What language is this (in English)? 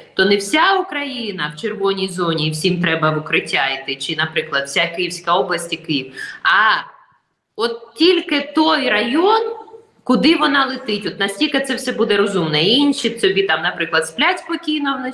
Ukrainian